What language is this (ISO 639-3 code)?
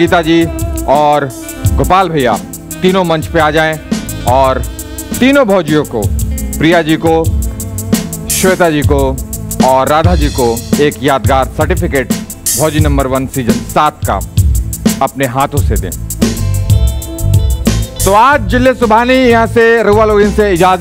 bho